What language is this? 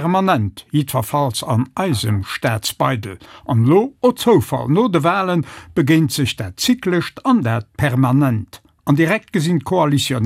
Luxembourgish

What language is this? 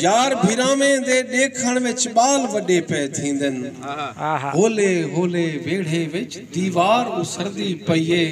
Saraiki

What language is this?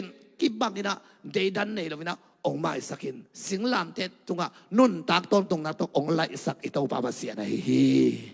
Tedim Chin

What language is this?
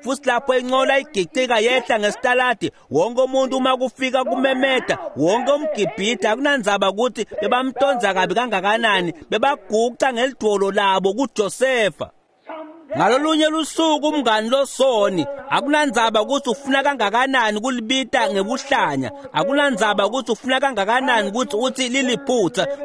Swati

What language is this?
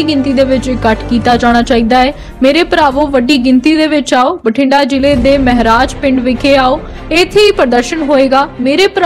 Punjabi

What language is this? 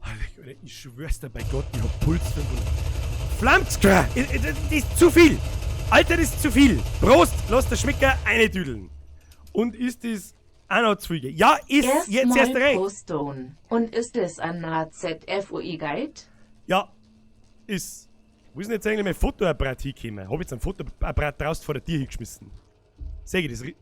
Bavarian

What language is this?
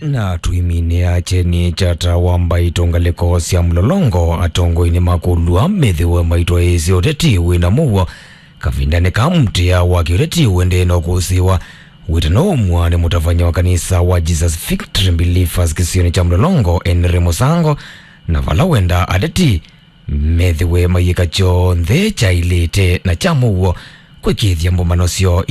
Kamba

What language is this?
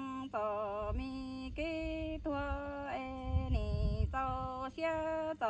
Hmong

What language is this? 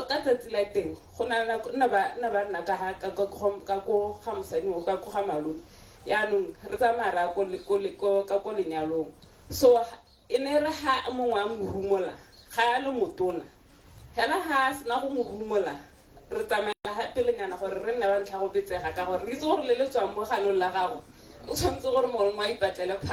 Tswana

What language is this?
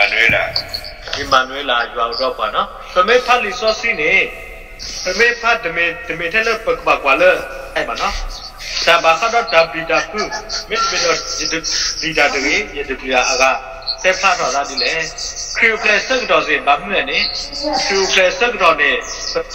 S'gaw Karen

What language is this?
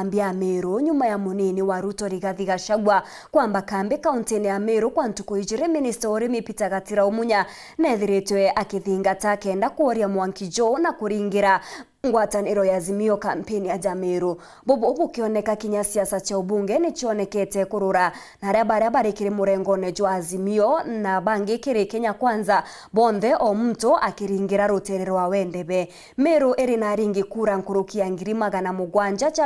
Meru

